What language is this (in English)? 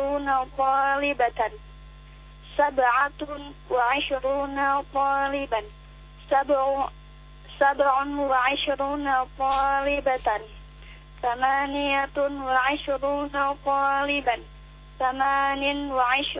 Indonesian